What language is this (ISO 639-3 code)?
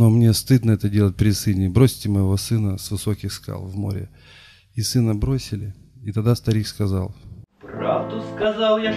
rus